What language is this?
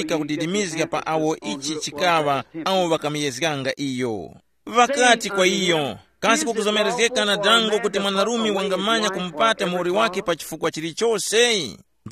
Tumbuka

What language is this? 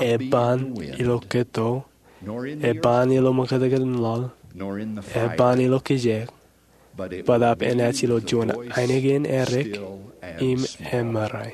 Marshallese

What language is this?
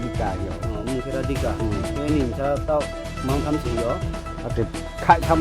Riang (India)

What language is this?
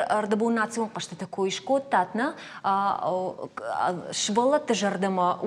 Ossetic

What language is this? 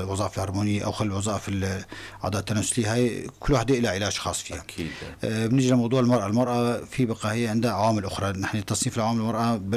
North Levantine Arabic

